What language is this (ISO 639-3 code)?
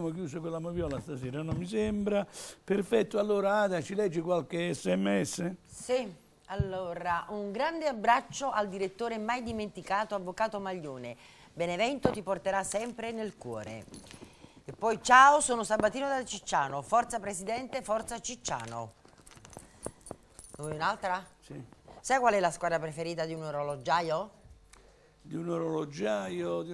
ita